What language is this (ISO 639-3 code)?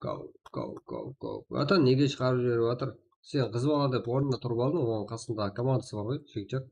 kaa